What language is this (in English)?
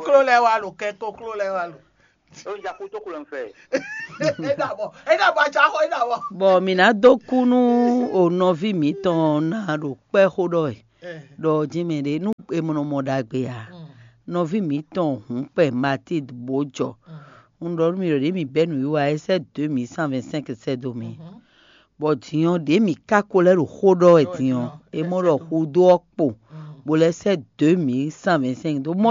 Fon